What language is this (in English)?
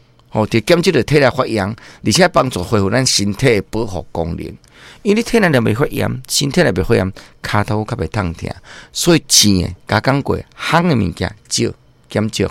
Min Nan Chinese